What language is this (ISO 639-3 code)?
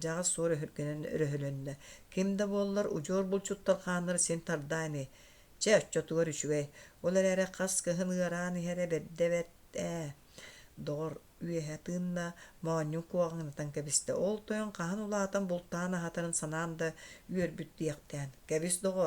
sah